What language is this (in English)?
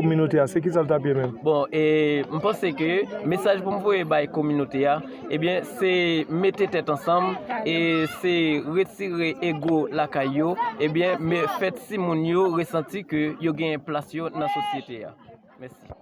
Haitian Creole